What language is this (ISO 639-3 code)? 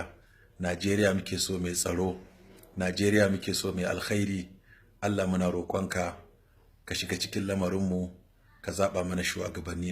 hau